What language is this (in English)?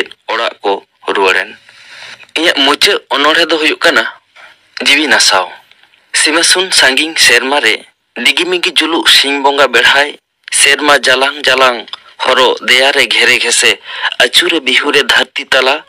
Santali